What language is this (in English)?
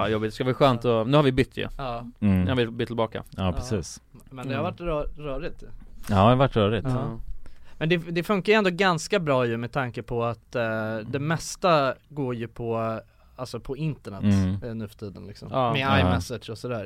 Swedish